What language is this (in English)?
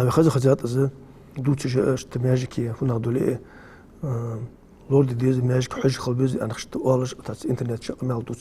Ingush